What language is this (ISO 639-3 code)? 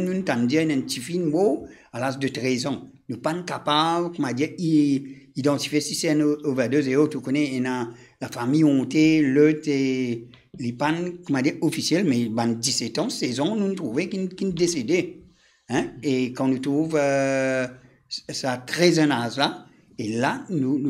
mfe